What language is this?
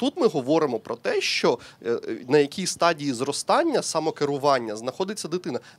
Ukrainian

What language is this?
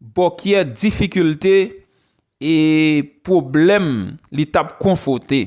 Haitian Creole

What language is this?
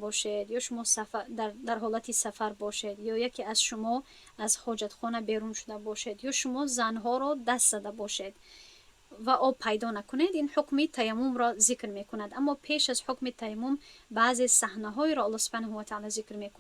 Tajik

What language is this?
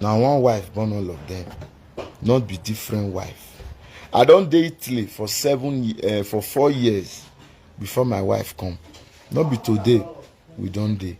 Nigerian Pidgin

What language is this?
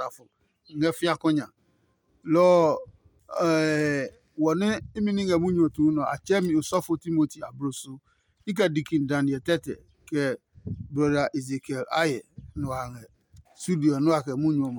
Adangme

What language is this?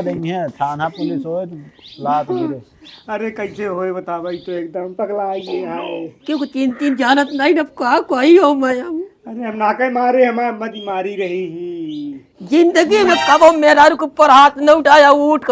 Awadhi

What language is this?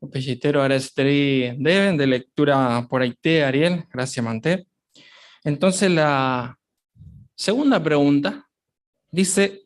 Guarani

